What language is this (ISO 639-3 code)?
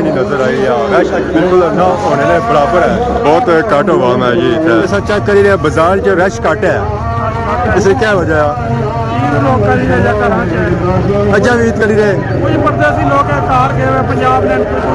phr